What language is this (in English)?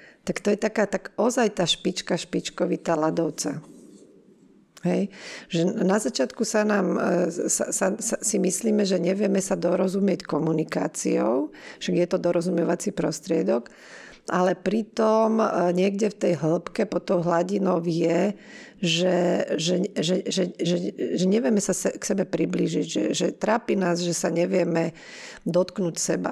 Slovak